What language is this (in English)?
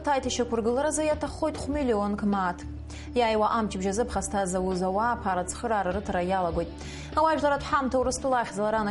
Abkhazian